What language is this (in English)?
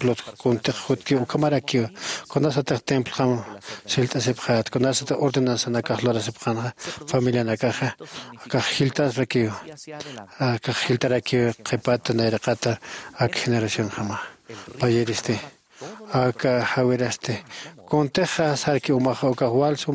Aymara